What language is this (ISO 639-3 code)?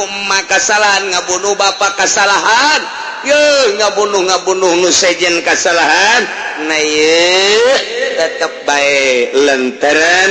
sun